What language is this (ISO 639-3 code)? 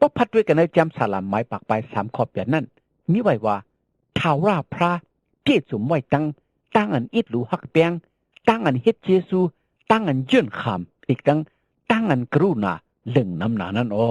shn